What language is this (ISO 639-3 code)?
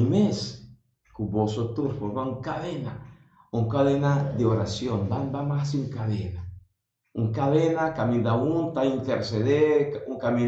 pap